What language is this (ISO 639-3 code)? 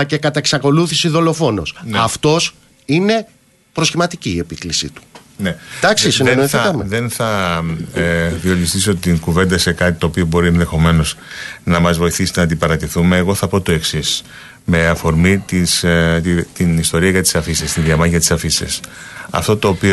ell